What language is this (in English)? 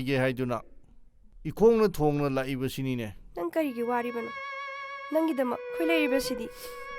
Manipuri